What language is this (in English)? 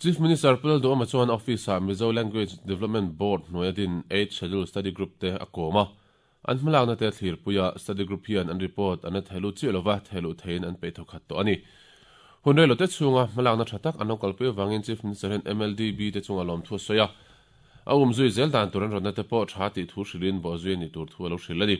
Mizo